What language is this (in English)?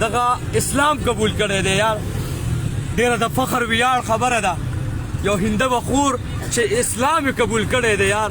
Pashto